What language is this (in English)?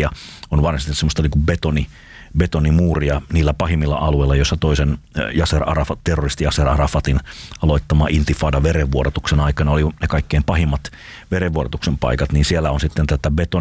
Finnish